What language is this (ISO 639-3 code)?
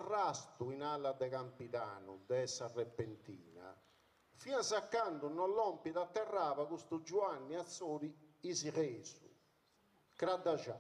srd